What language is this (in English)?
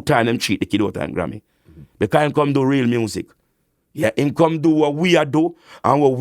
Jamaican Creole English